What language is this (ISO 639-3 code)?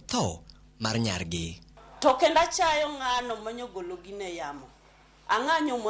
luo